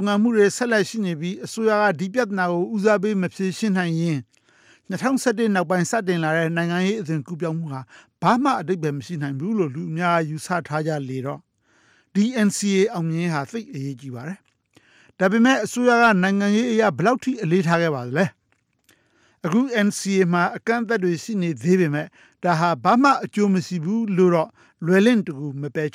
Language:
Burmese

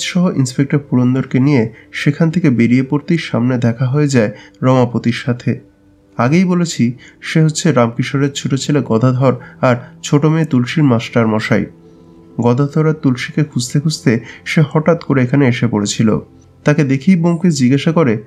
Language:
Bangla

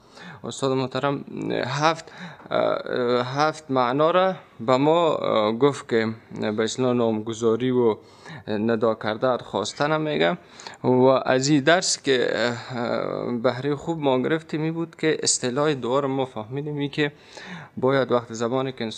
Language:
Persian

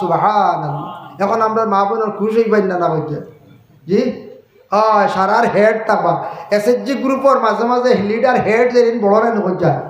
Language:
Sylheti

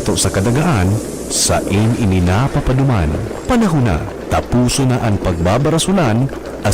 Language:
Bikol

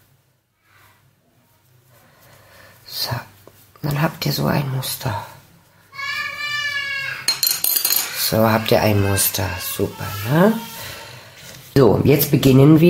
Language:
German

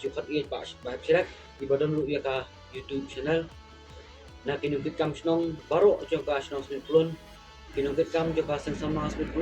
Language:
Khasi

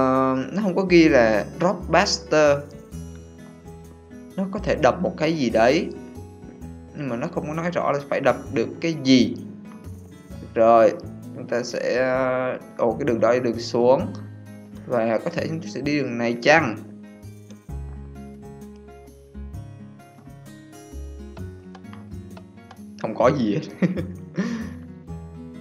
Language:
Vietnamese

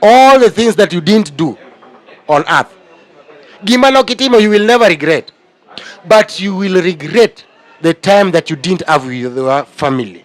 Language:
Luo (Kenya and Tanzania)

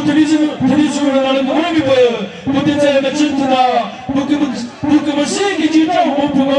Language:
Chokri Naga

